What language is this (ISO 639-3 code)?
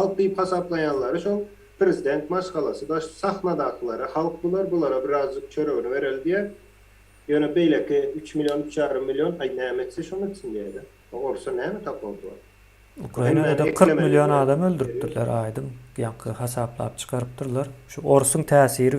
tuk